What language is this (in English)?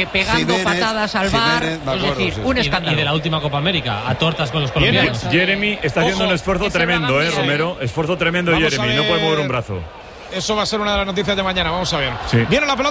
Spanish